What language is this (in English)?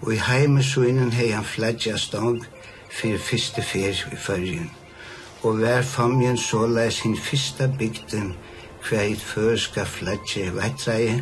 Faroese